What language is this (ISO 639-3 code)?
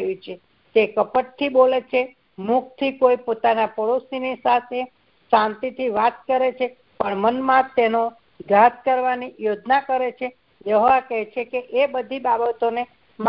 guj